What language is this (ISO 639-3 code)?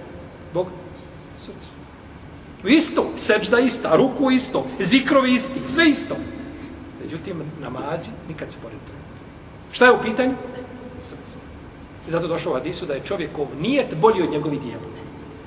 bos